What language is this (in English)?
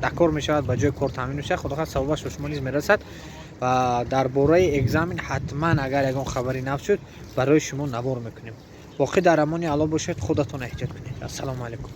Tajik